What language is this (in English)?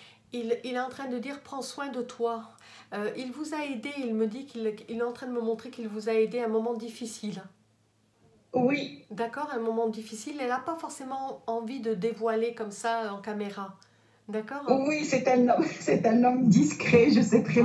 French